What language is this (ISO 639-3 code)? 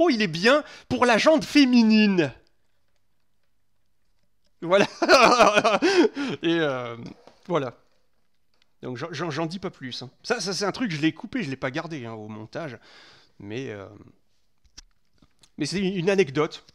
fra